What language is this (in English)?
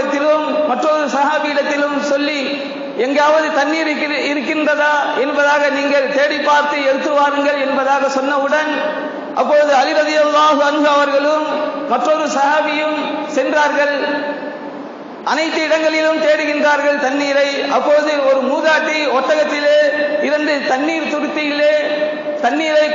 Tamil